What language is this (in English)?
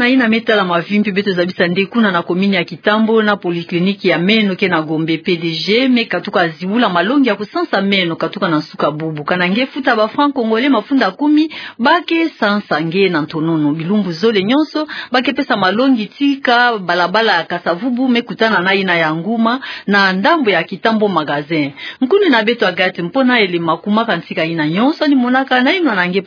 Kituba (Democratic Republic of Congo)